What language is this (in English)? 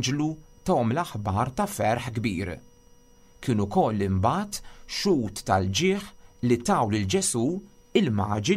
Maltese